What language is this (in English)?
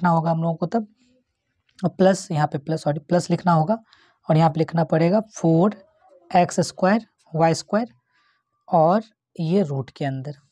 Hindi